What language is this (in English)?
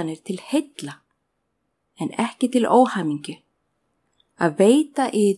Icelandic